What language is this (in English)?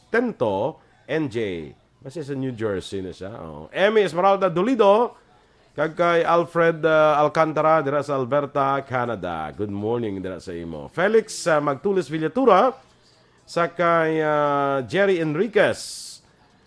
Hiligaynon